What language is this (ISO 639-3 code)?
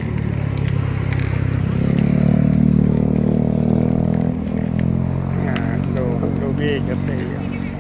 tha